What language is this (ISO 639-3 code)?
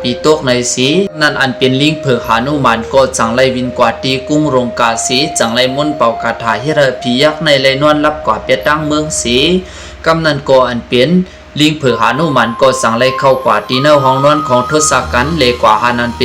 shn